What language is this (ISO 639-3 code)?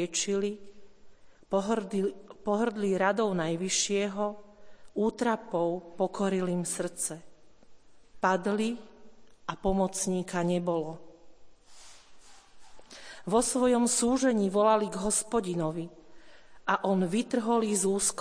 slk